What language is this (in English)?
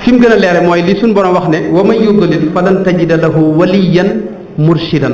Wolof